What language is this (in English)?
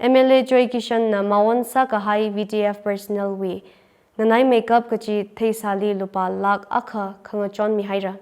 Tangkhul Naga (India)